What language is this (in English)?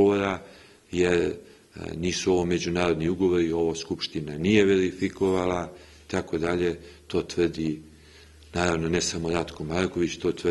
Serbian